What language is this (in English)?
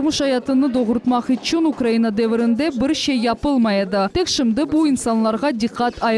Crimean Tatar